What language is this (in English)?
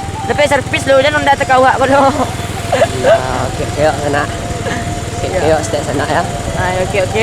Minangkabau